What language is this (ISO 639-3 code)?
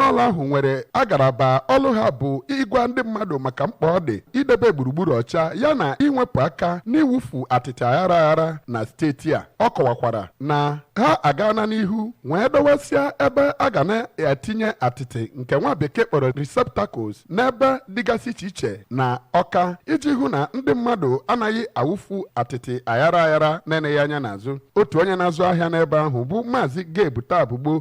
ibo